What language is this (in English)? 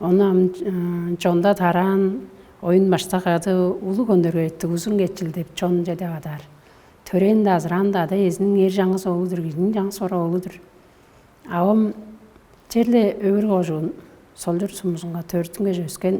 Tuvinian